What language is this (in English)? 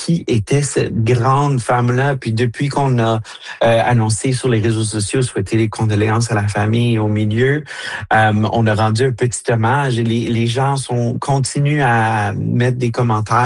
French